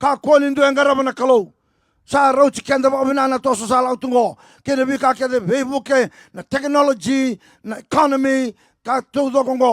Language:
Fijian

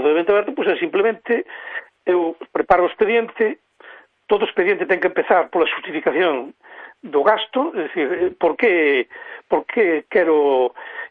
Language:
Galician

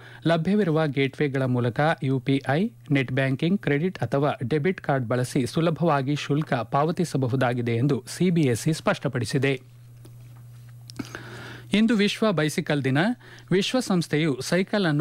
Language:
Kannada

